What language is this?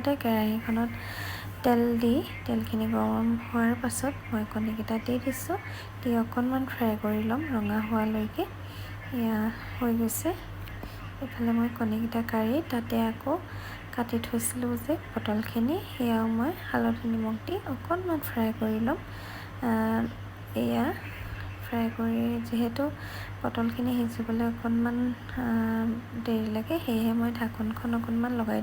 Assamese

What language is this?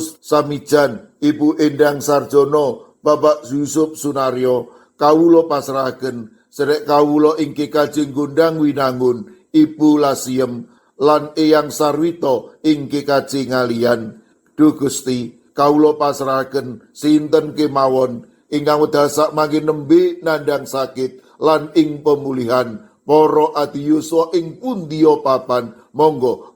Javanese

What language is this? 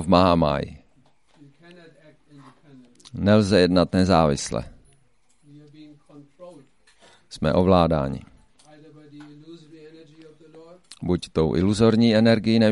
Czech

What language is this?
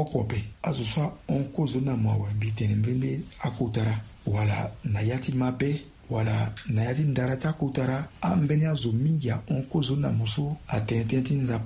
Sango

